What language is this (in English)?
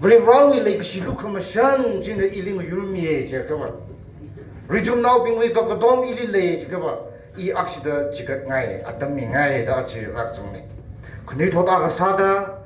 Tangkhul Naga (India)